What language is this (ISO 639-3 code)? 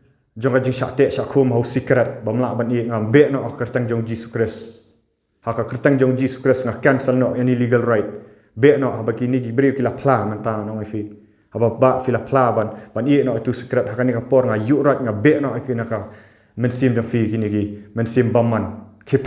kha